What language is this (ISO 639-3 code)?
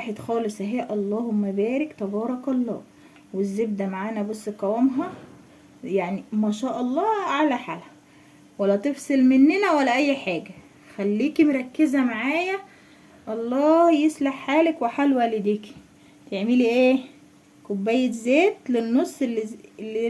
arz